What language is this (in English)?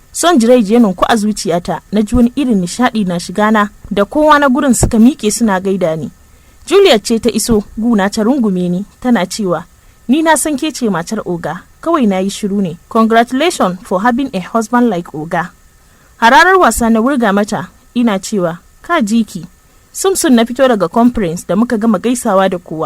Hausa